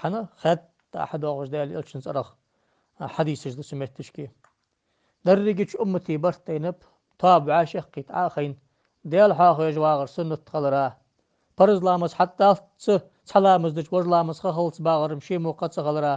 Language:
Ingush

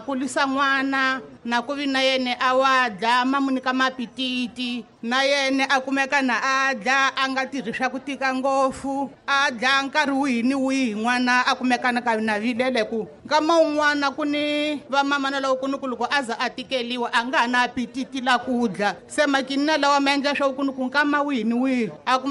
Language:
Tsonga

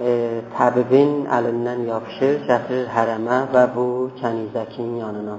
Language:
South Azerbaijani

